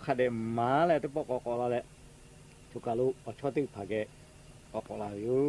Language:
Lahu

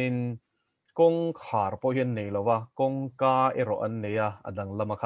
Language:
Mizo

